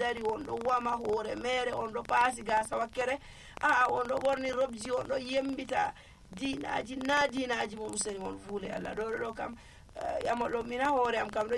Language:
Nigerian Fulfulde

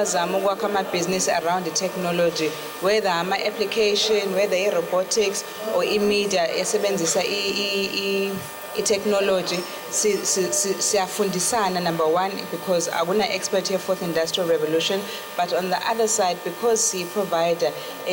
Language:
Zulu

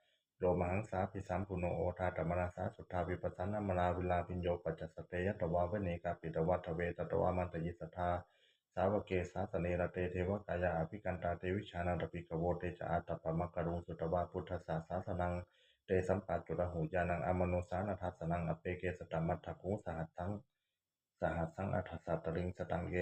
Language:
Pali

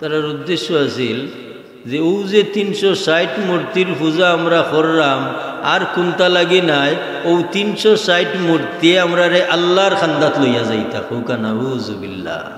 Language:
Sylheti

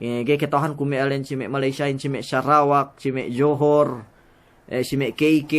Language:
Yakan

